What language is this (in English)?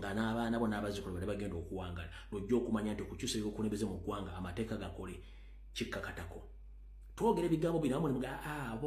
Ganda